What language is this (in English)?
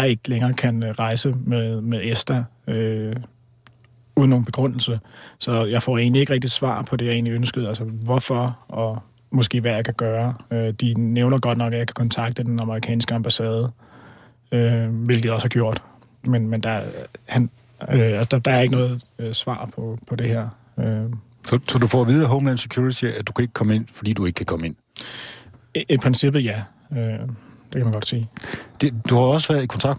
Danish